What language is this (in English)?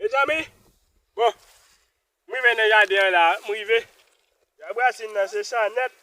Haitian Creole